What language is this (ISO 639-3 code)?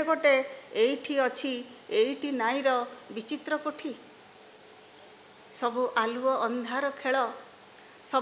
ori